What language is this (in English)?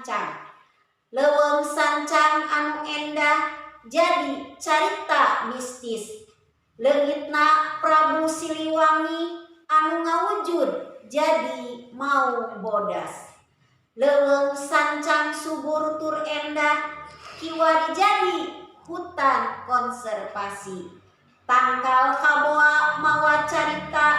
Sundanese